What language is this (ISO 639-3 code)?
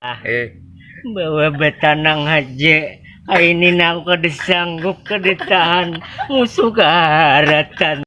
bjn